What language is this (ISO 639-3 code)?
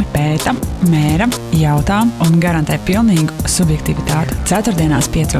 lav